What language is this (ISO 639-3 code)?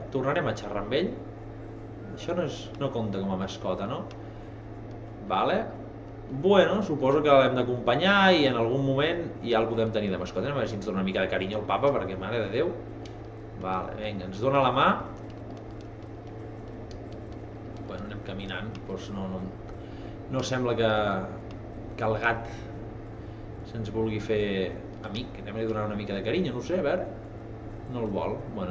cat